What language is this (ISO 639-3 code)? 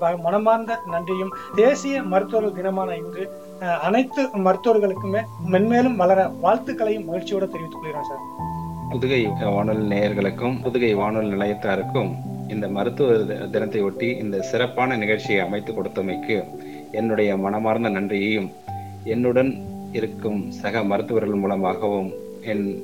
tam